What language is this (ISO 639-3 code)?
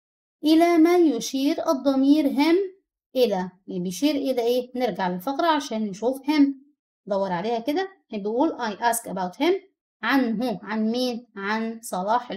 arz